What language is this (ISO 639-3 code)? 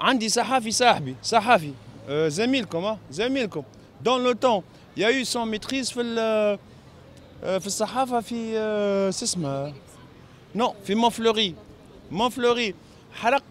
aeb